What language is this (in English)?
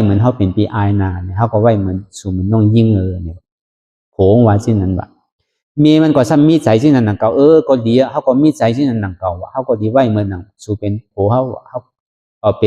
Shan